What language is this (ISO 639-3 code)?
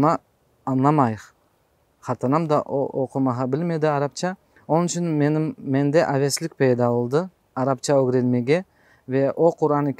crh